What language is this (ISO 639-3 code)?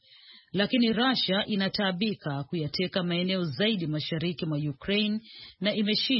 swa